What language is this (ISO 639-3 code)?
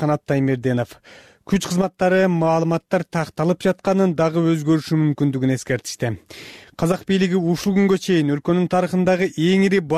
kir